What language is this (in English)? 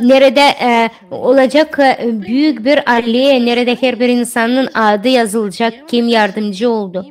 Gagauz